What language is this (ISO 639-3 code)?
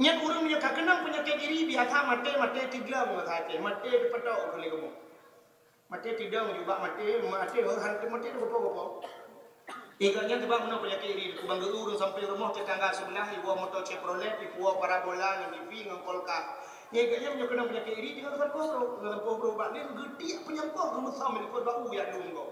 ace